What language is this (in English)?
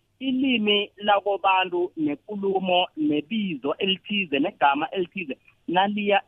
South Ndebele